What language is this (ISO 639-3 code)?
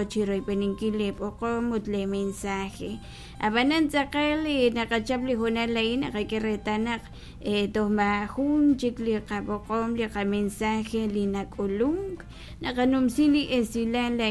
kek